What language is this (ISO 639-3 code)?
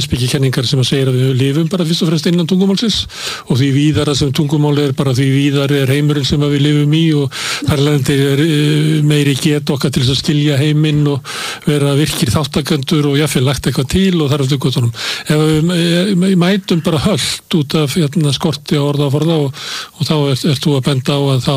isl